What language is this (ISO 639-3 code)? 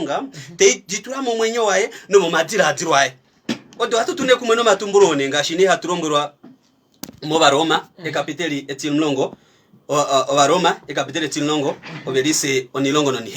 kua